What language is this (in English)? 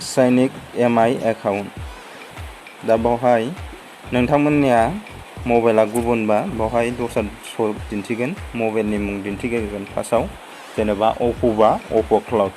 Bodo